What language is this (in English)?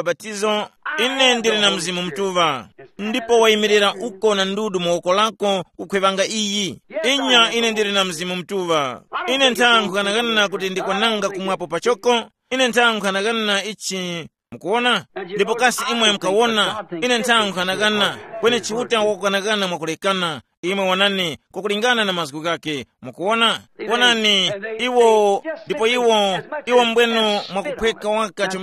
Tumbuka